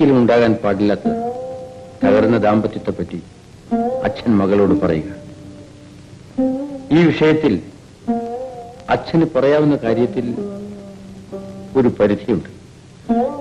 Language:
Malayalam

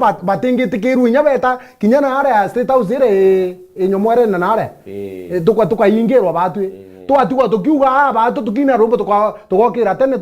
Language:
Meru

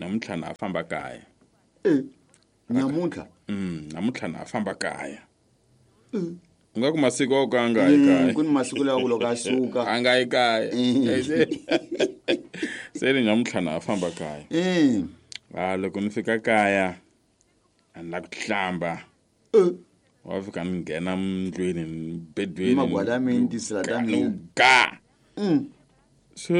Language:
Tsonga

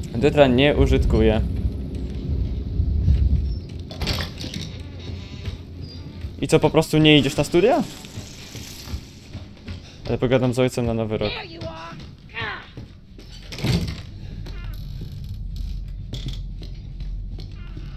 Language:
Polish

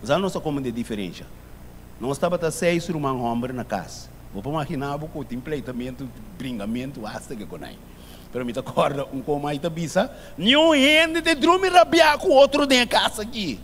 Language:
Papiamento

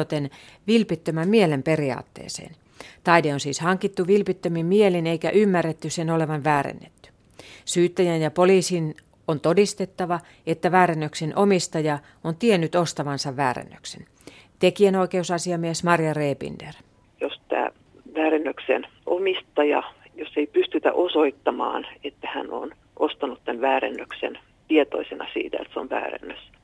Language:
Finnish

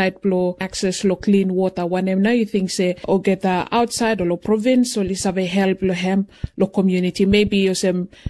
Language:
Bislama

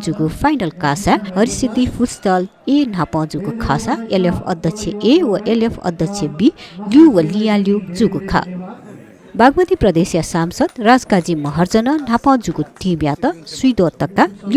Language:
Newari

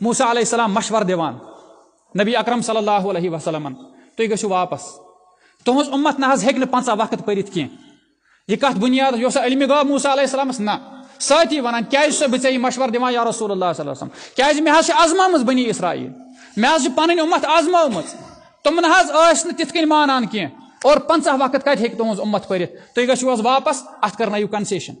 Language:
Kashmiri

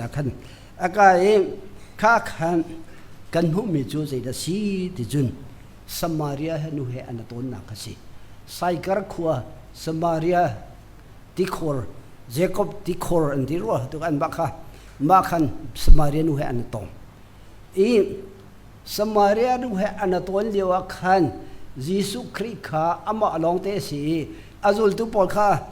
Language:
Hakha Chin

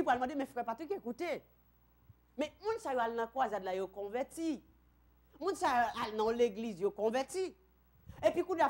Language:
French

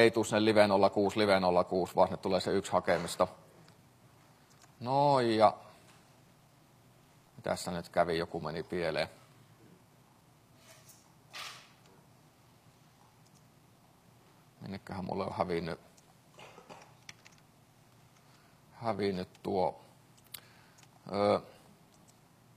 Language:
Finnish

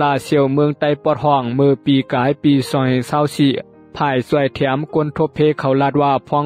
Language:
Shan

